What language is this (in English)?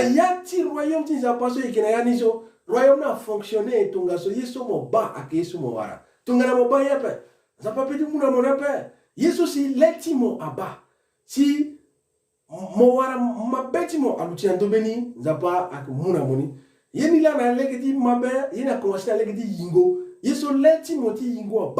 Sango